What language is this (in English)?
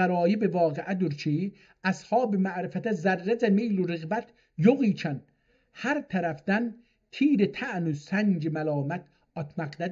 South Azerbaijani